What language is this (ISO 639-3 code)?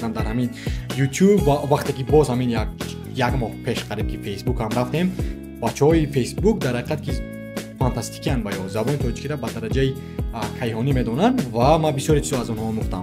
tgk